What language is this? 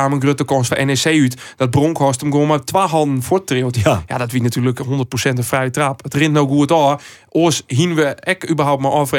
Western Frisian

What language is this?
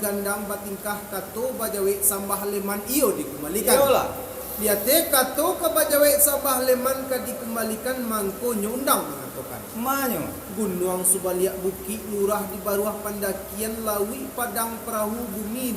Minangkabau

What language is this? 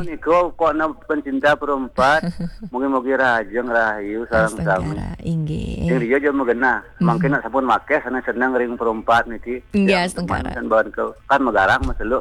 Balinese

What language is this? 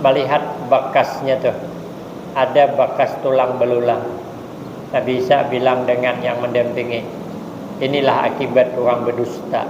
Banjar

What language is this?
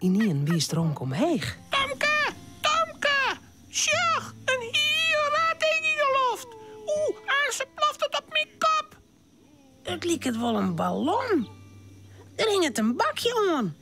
Western Frisian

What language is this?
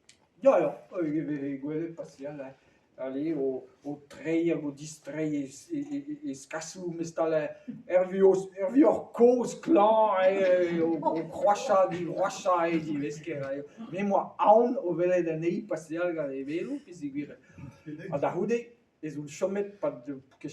Breton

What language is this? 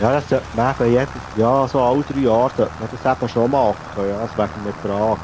Swiss German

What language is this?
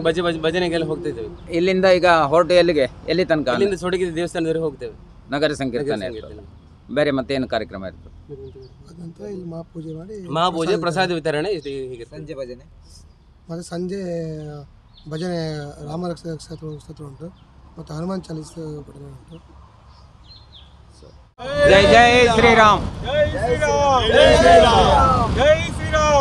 Kannada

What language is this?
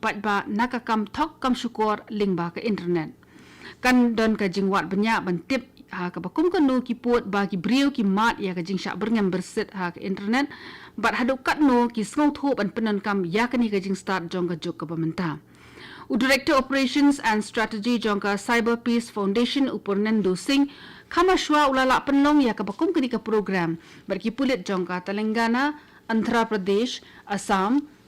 Khasi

